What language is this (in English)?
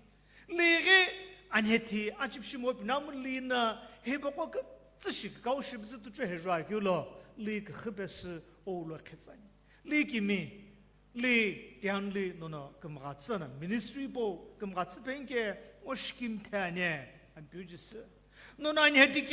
Sumi Naga